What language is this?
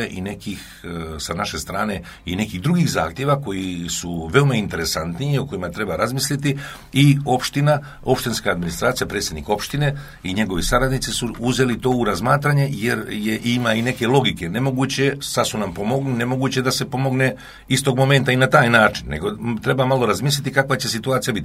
Serbian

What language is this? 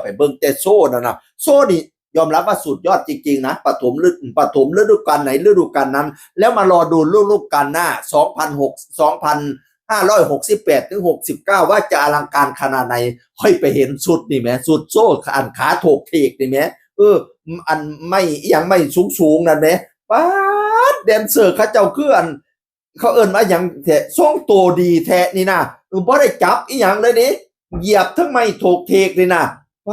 Northeastern Thai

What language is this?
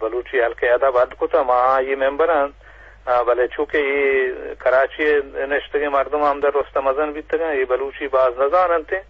Eastern Balochi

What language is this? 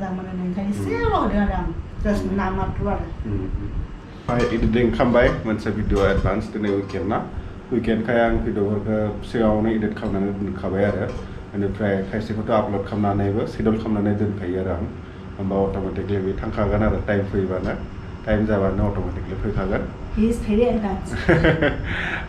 Bodo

